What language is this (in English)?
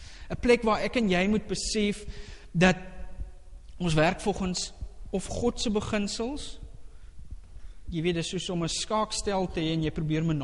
Afrikaans